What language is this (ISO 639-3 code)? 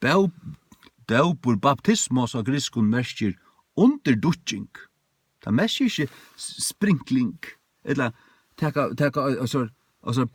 fao